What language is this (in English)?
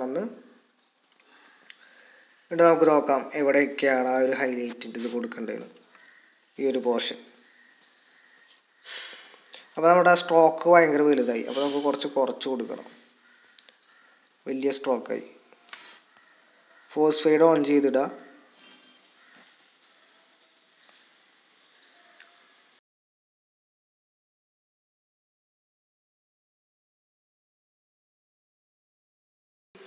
Malayalam